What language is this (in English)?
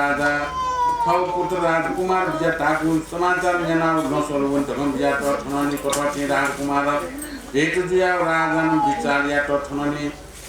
Newari